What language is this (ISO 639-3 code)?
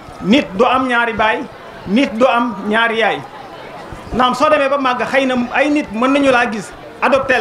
wol